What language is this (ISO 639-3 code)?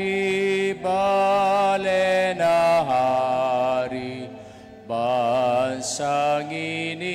pam